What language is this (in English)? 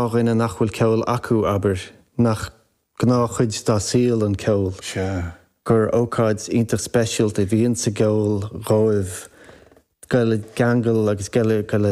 Irish